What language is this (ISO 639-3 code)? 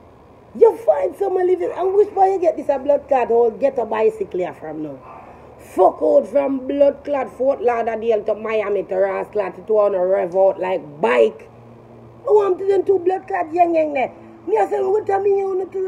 jam